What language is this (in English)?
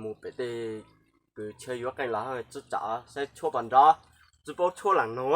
Hmong